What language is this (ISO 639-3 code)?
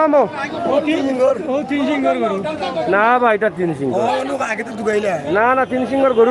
syl